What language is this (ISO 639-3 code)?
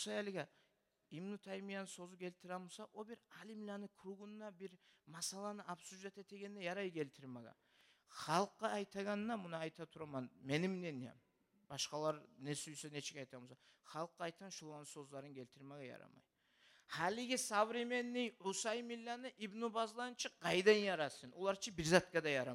kum